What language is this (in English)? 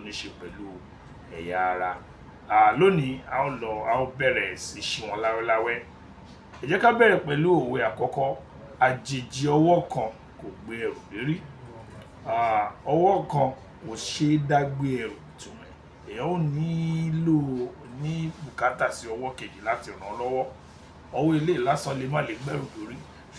Yoruba